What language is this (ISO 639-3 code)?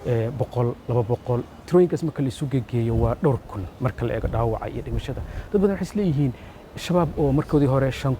som